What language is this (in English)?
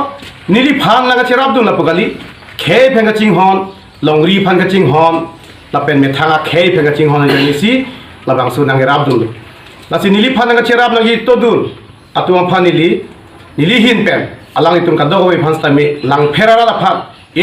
Karbi